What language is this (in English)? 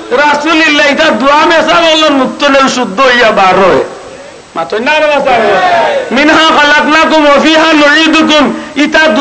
Sylheti